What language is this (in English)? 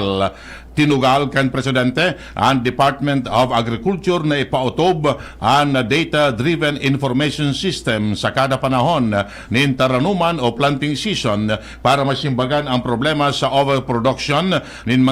Bikol